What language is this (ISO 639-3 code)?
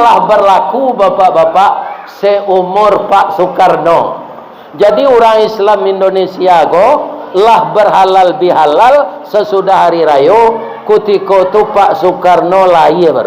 min